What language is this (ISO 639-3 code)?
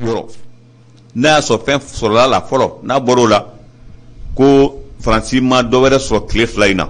bam